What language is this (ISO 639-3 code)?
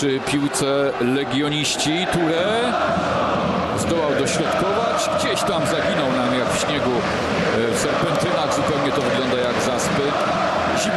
pol